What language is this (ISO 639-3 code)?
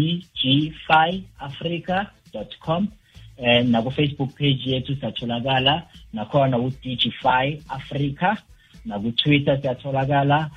nbl